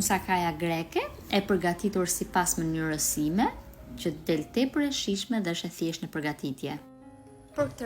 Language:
Albanian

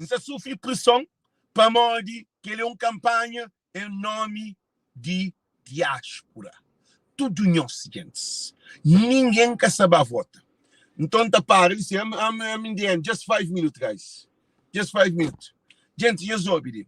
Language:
Kabuverdianu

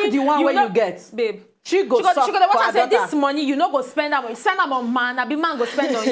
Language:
Nigerian Pidgin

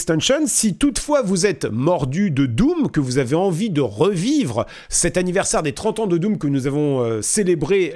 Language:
French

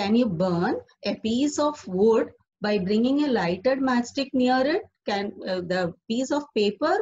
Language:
English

